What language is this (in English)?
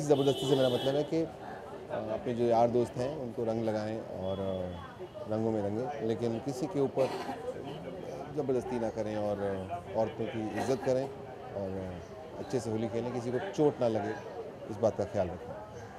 Hindi